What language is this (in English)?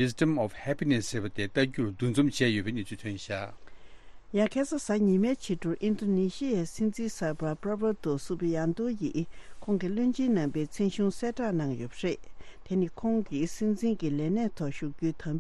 Tibetan